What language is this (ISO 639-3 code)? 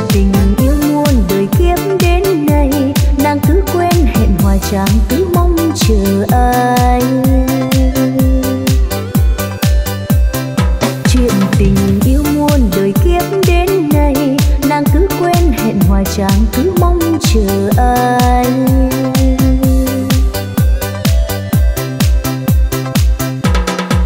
vie